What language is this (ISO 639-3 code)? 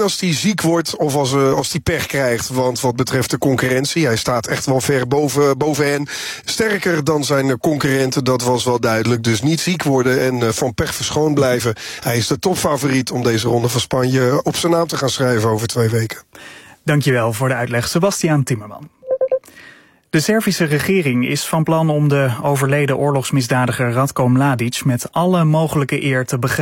nld